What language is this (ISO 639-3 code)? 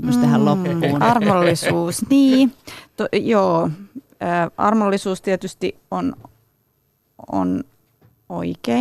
fin